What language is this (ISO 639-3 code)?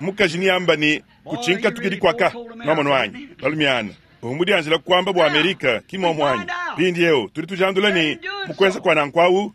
lua